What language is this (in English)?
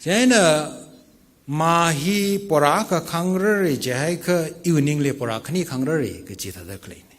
Tangkhul Naga (India)